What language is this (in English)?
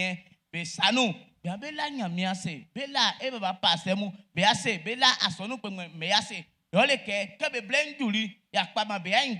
Baoulé